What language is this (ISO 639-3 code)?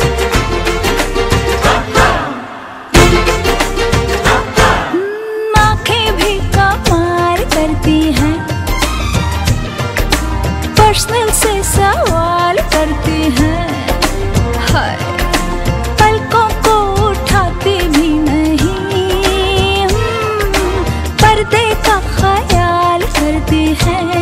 hin